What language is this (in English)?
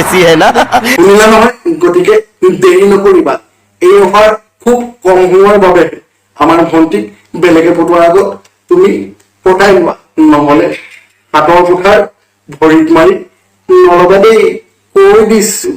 Assamese